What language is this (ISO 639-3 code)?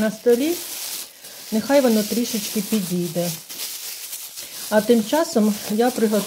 ukr